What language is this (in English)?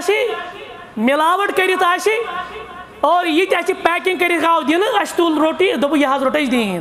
Kashmiri